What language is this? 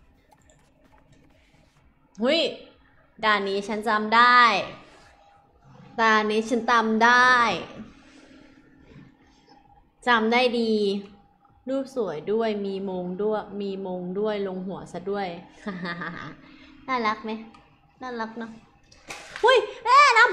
Thai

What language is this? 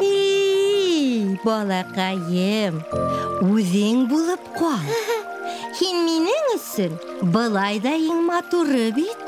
Bashkir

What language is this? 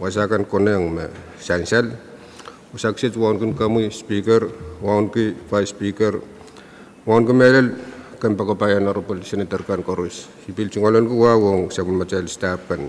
Pohnpeian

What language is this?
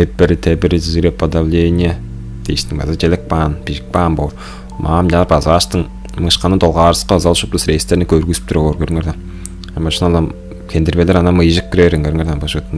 Tuvinian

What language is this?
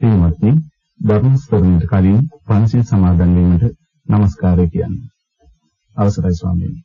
Sinhala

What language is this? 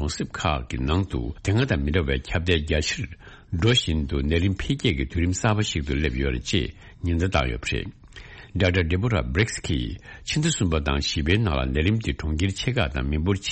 Tibetan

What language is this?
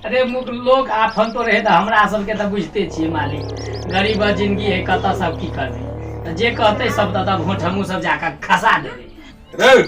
Maithili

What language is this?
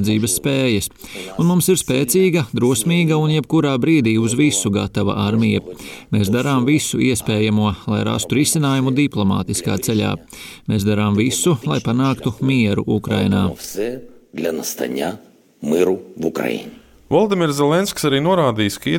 Latvian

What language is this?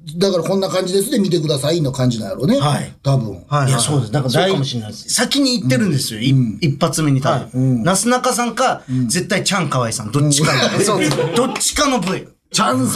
Japanese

